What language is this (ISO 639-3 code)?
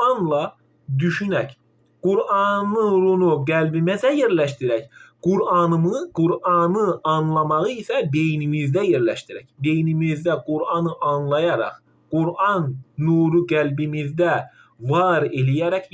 aze